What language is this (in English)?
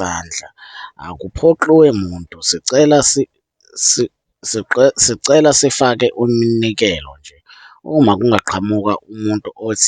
Zulu